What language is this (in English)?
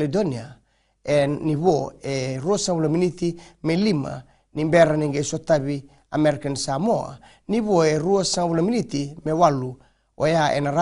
Fijian